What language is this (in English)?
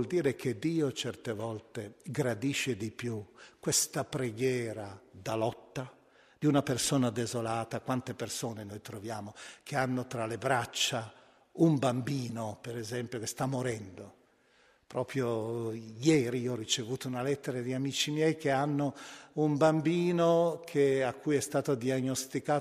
Italian